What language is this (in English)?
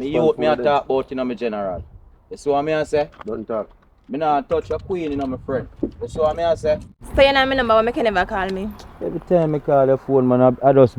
Jamaican Creole English